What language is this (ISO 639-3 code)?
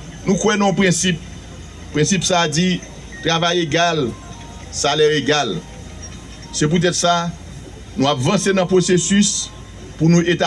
hat